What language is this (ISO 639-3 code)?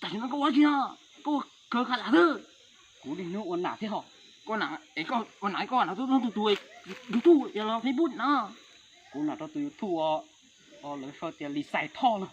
hmn